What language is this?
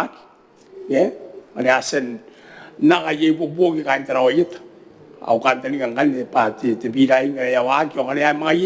Gilbertese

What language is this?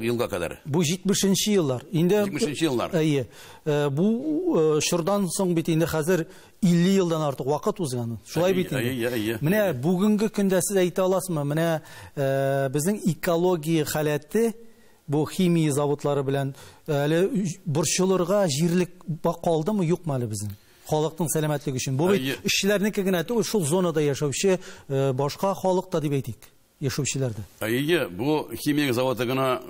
Tatar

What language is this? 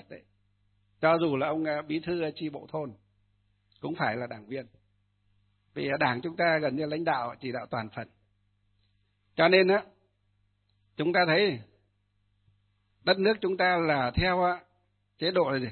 Vietnamese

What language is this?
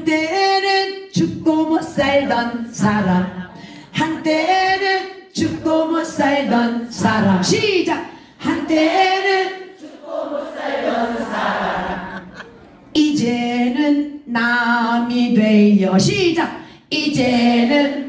Korean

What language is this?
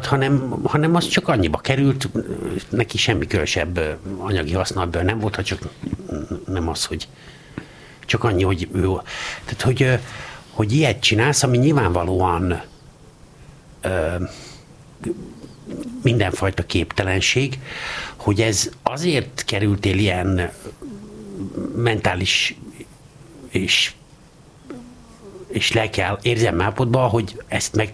Hungarian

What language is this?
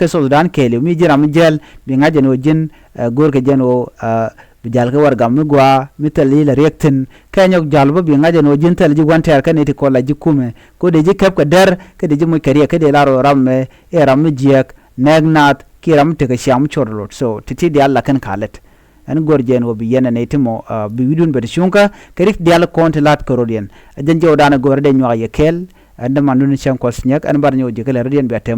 Nuer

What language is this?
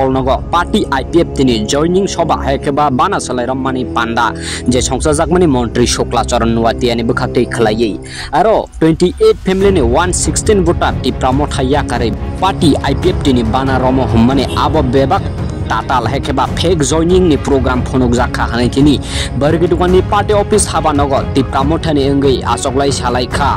Kok Borok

